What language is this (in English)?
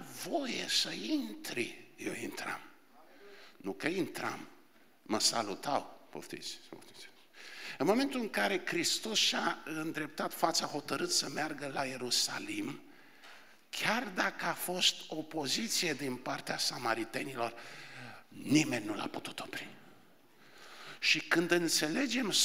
Romanian